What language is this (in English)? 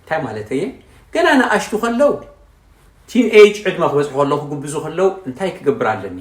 Tigrinya